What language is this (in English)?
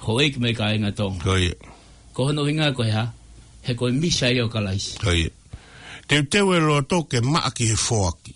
Tongan